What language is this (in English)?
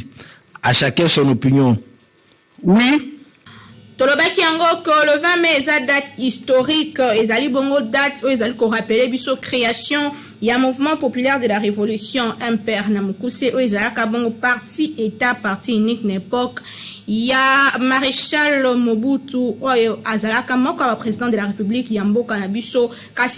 Lingala